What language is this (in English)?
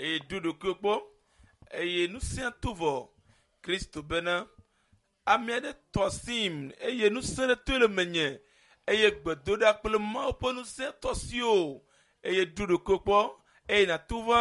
Ewe